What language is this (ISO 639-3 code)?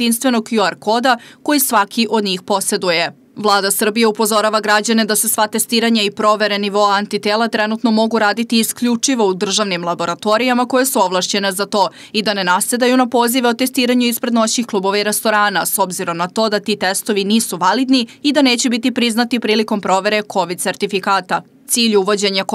srp